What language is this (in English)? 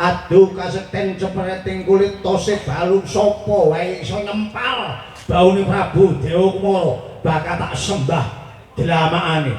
Javanese